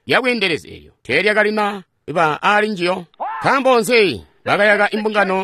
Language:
Tonga (Zambia)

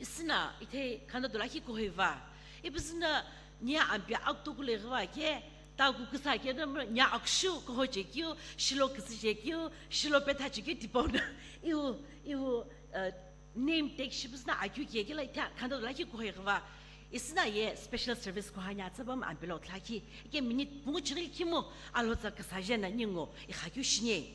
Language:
Sumi Naga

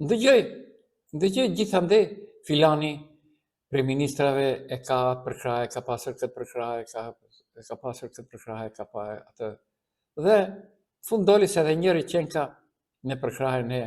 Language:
Albanian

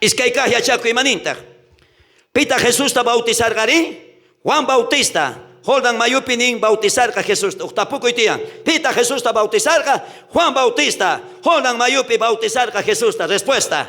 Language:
South Bolivian Quechua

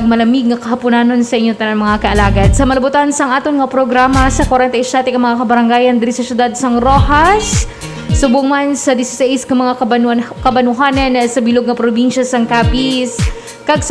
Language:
Hiligaynon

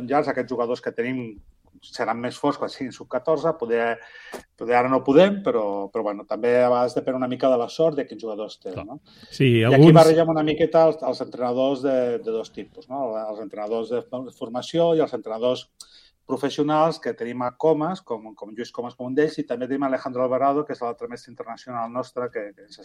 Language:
Catalan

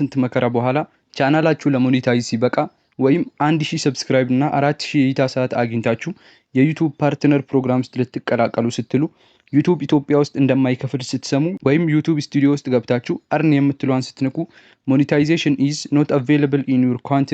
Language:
Amharic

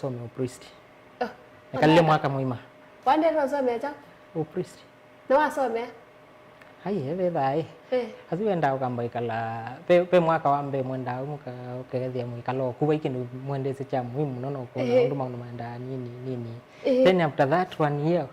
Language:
Kamba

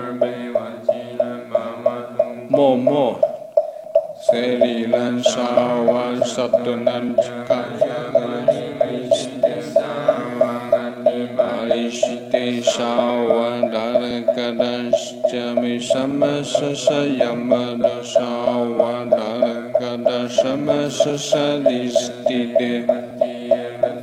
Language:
Sanskrit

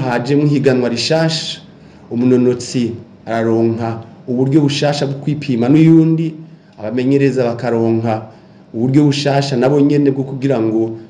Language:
Rundi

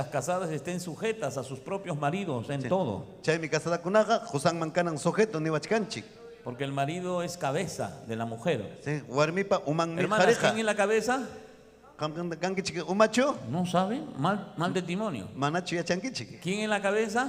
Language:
Ayacucho Quechua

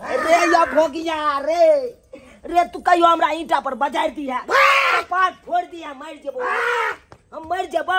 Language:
Maithili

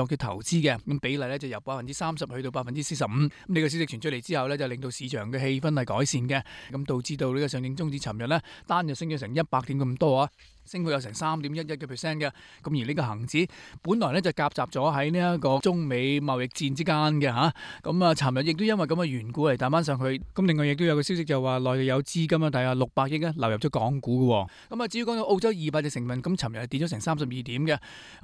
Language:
Cantonese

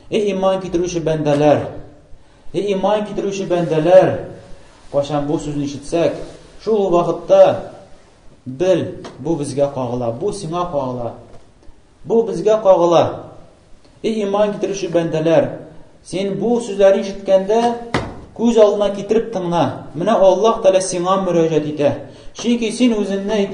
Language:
Tatar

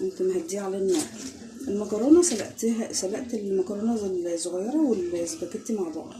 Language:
Egyptian Arabic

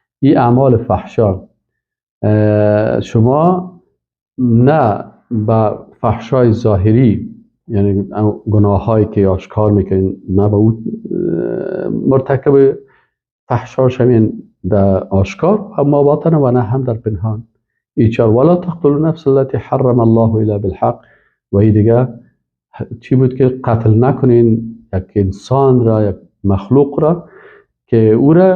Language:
Persian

